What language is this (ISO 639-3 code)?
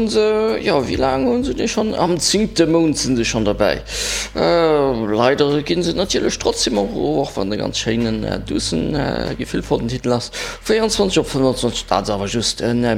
ltz